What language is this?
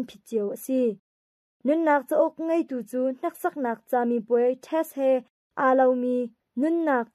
Hakha Chin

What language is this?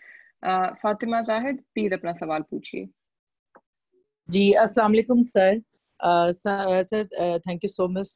Urdu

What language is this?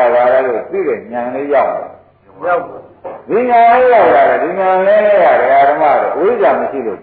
Burmese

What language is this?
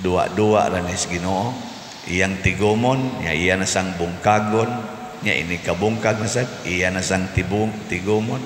Cebuano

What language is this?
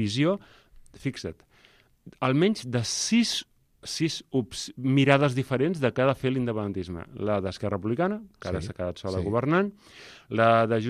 Catalan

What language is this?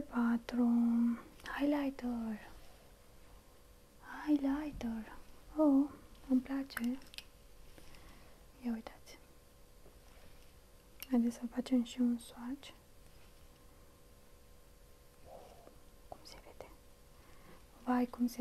Romanian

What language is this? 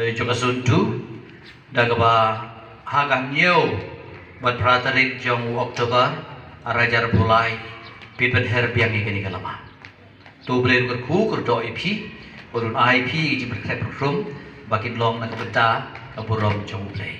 Khasi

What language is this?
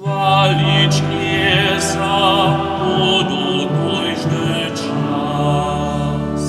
Upper Sorbian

